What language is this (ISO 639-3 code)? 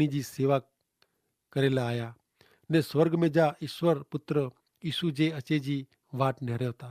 kfr